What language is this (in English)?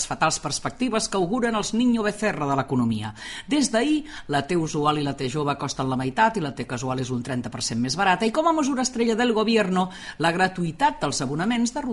Catalan